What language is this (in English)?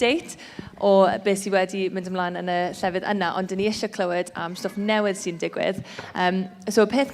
Welsh